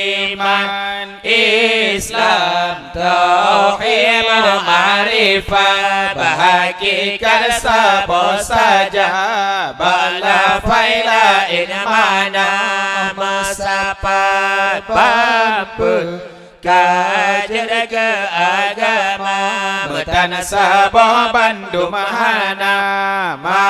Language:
Achinese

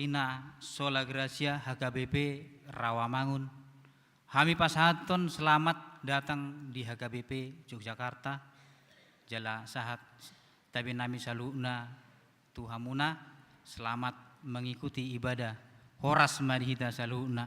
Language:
Batak Toba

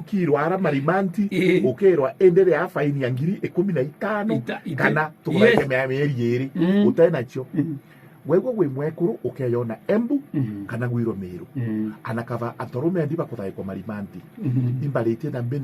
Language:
Meru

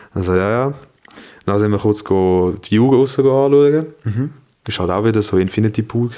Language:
Swiss German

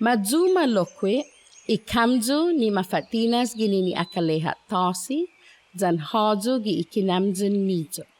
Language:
Chamorro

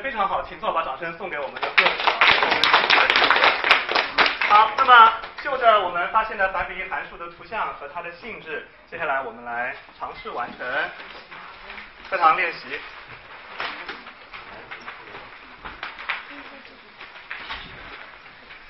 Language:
Chinese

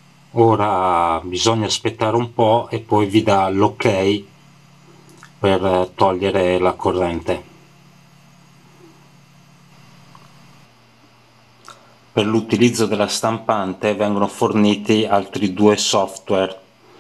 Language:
Italian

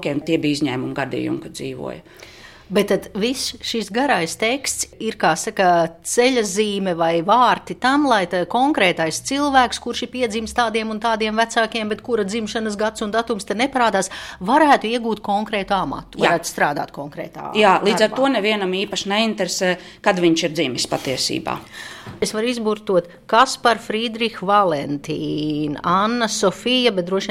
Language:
Latvian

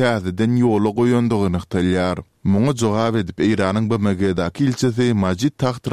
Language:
Turkmen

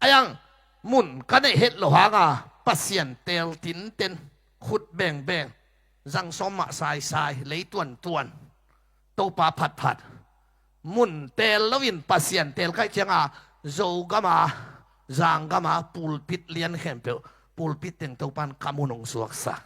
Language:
Tedim Chin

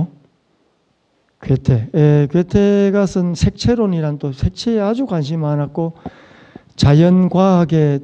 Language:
Korean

